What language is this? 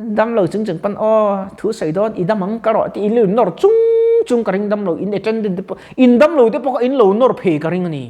Mizo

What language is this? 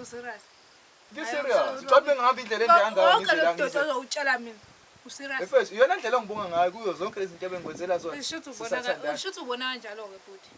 Zulu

